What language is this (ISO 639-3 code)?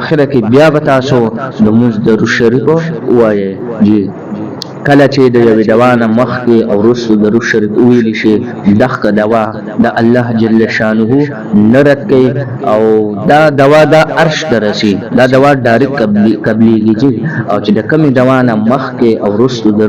pus